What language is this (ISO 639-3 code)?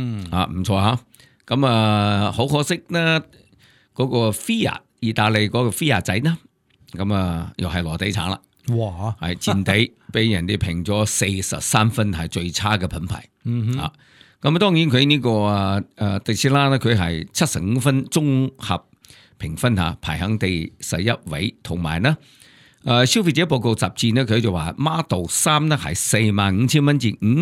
yue